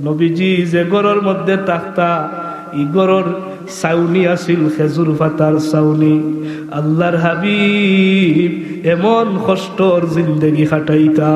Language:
Sylheti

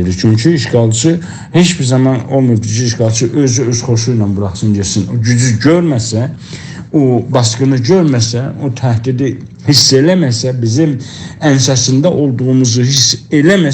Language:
South Azerbaijani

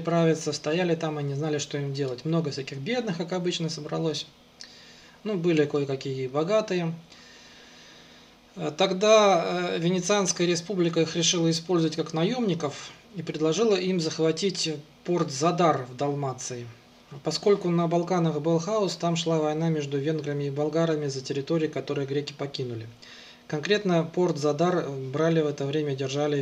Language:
Russian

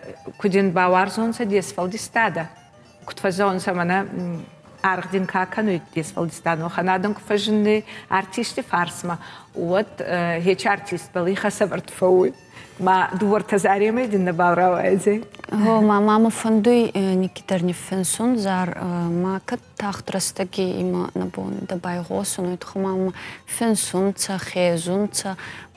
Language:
Ossetic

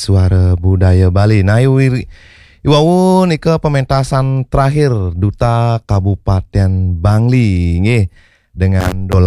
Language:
Balinese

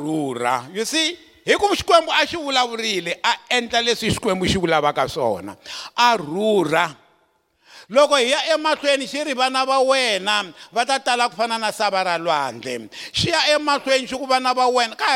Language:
Tsonga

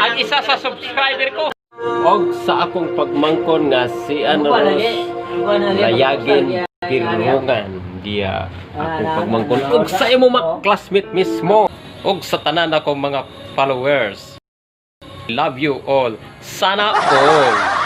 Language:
Cebuano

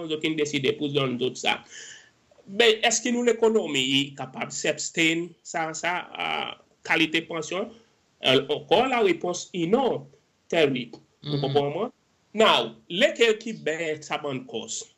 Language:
Seselwa Creole French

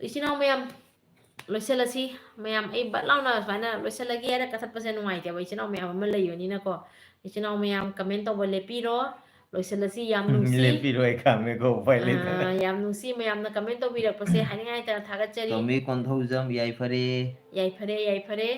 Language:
Manipuri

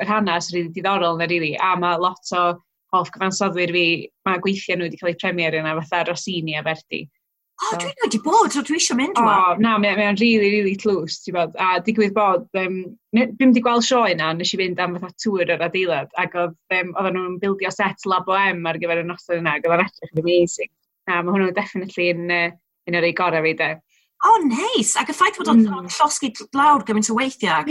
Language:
Welsh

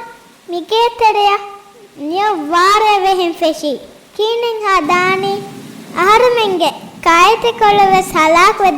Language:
Divehi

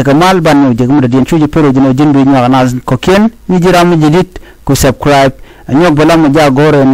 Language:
Nuer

